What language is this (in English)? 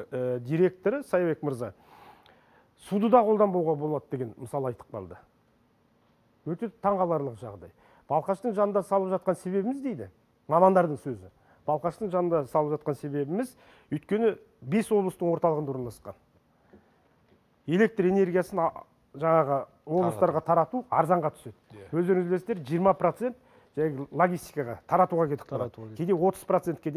Kazakh